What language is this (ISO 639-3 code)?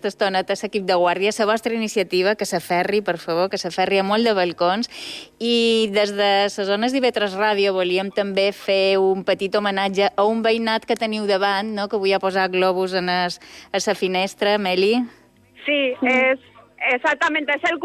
cat